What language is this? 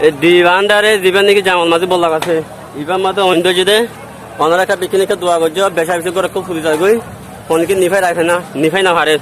Rohingya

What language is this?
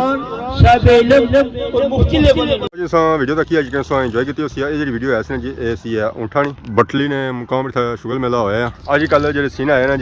Pahari-Potwari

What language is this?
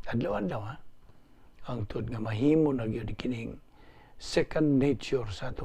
Cebuano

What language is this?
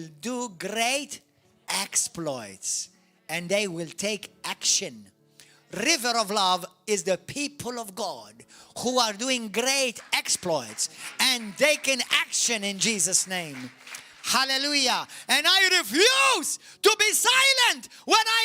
English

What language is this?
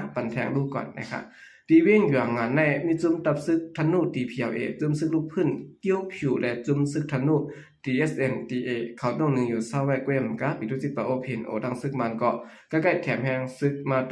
Shan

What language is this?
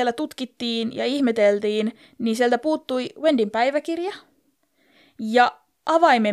Finnish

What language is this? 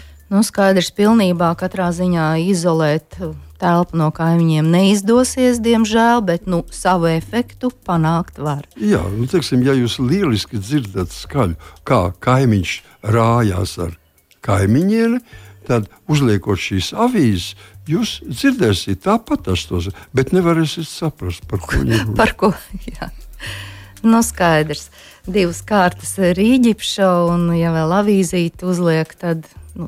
Latvian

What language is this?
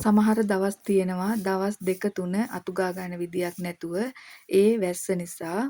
Sinhala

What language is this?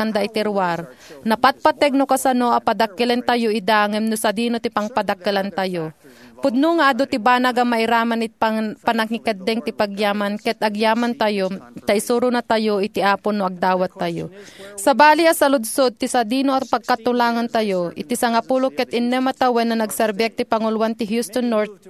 Iloko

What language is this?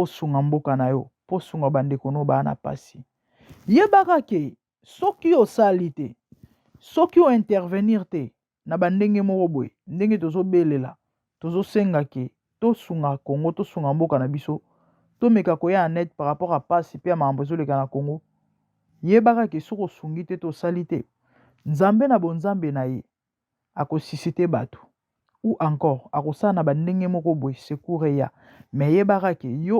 Lingala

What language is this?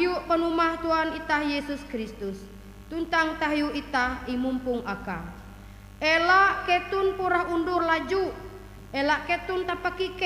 Ngaju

